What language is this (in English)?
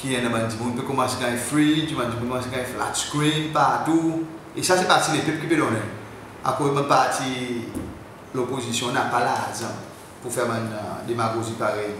Seselwa Creole French